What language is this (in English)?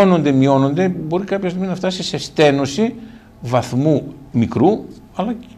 Greek